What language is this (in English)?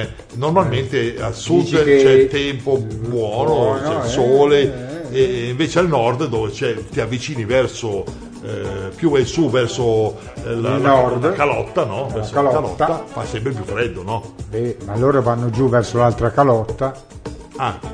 Italian